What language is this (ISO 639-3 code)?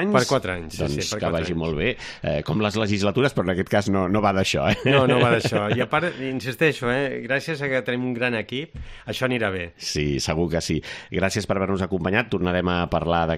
cat